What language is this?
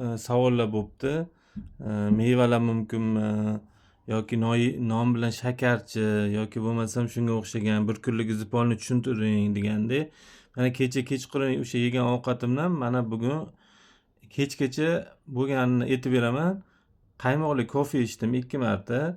Uzbek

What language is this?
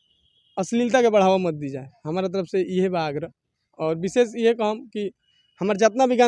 Bhojpuri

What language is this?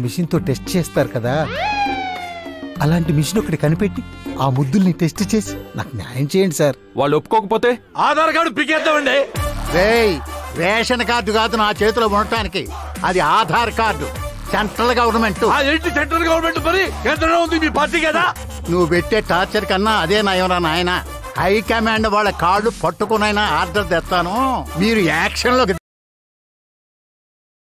Telugu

